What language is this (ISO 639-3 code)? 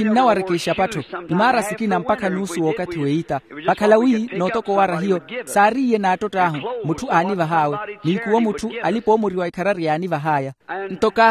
vmw